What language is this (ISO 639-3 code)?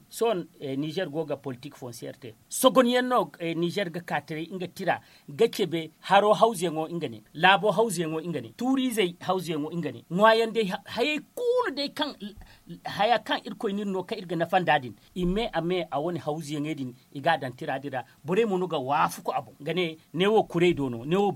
dje